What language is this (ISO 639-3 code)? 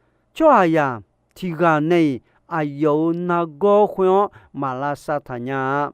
ahk